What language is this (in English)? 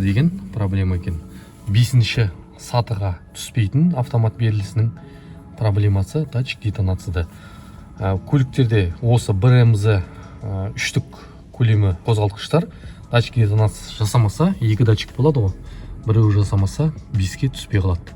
Kazakh